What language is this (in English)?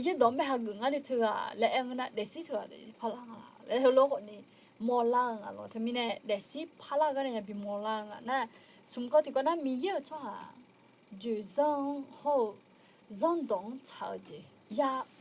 Akha